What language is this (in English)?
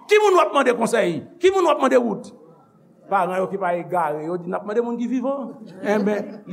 Haitian Creole